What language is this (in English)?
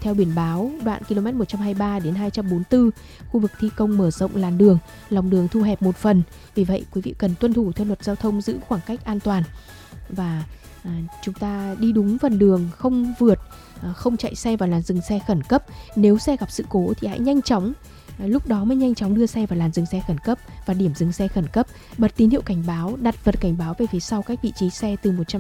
Vietnamese